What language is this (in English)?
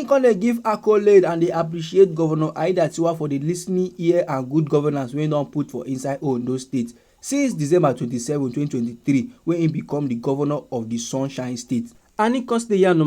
Nigerian Pidgin